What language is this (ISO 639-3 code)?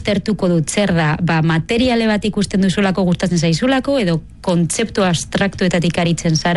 eus